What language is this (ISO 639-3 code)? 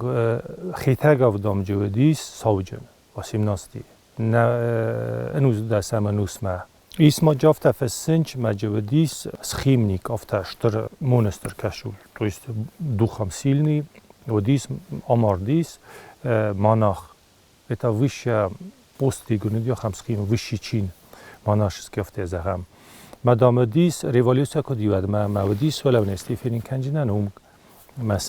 oss